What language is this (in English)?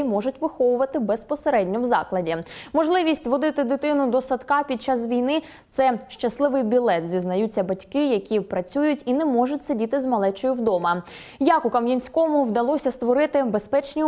Ukrainian